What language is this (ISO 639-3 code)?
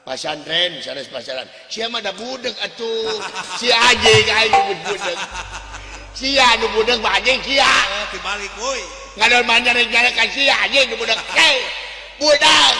sun